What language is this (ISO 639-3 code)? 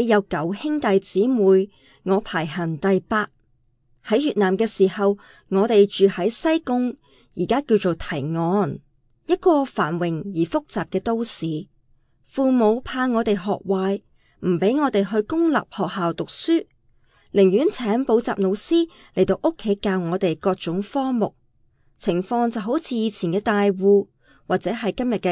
yue